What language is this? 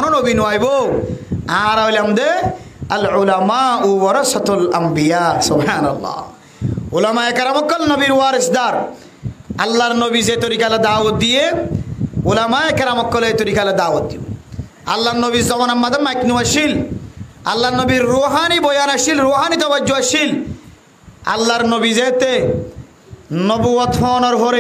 Rohingya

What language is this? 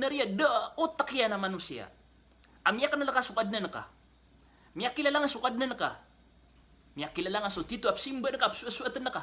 Maranao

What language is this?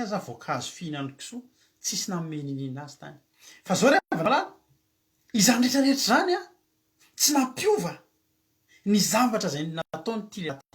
Malagasy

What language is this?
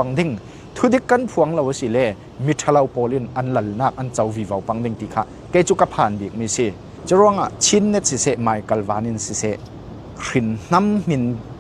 Falam Chin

